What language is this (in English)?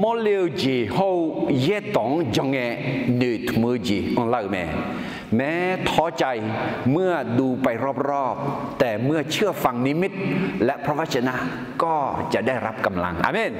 Akha